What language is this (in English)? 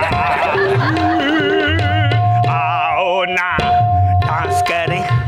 Hindi